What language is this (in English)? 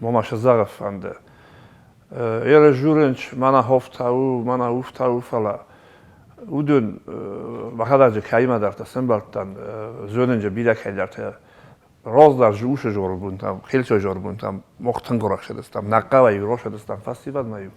Ossetic